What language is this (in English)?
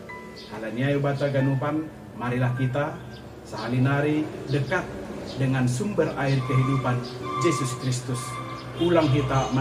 Batak Simalungun